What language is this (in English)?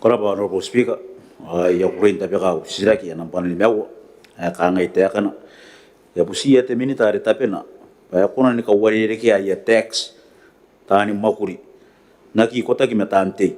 Gilbertese